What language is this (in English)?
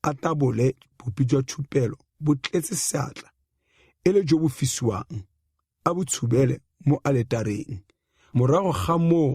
Tswana